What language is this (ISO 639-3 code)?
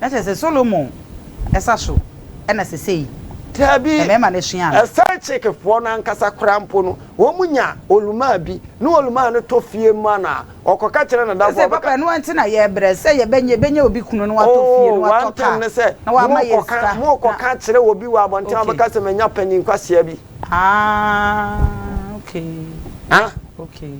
aka